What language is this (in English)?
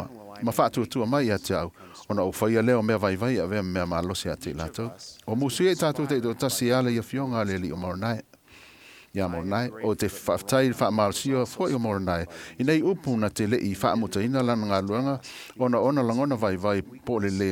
Samoan